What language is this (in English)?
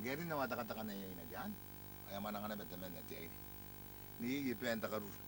Gilbertese